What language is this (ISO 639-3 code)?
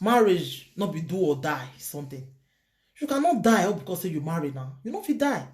pcm